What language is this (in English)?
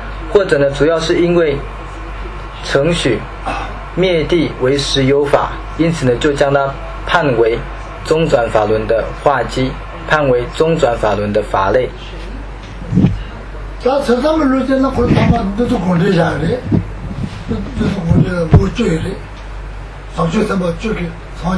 Chinese